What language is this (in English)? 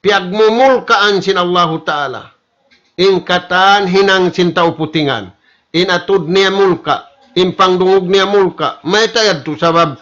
Tausug